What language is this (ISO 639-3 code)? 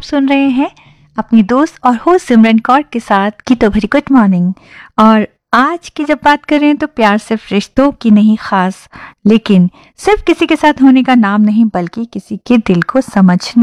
hin